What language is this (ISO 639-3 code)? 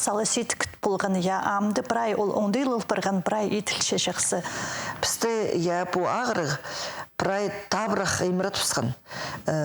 kjh